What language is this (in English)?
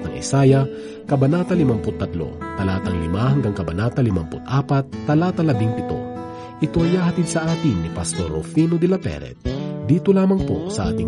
Filipino